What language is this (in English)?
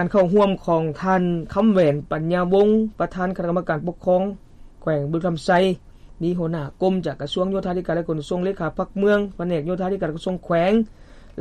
Lao